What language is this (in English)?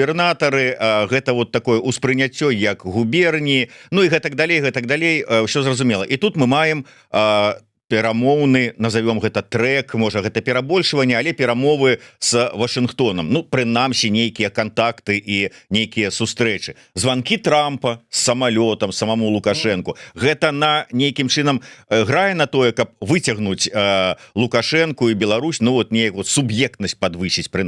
Belarusian